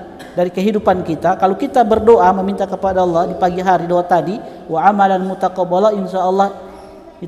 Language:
Indonesian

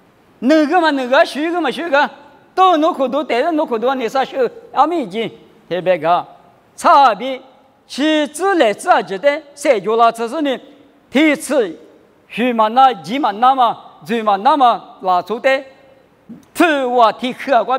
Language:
Lisu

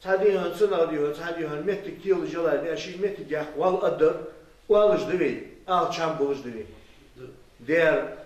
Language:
Ingush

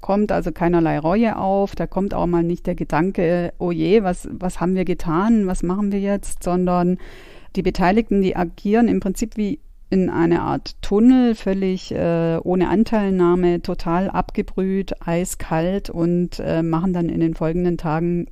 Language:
German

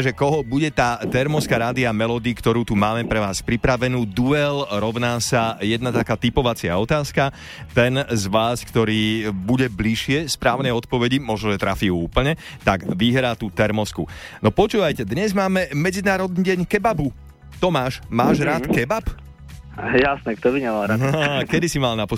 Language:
Slovak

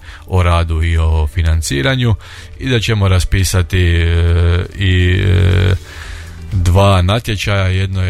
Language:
Croatian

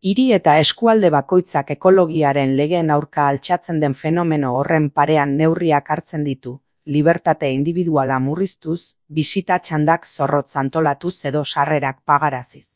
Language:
Basque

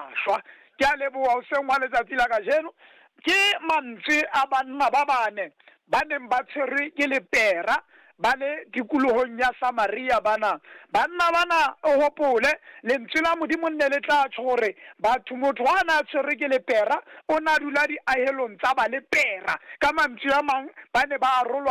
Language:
Southern Sotho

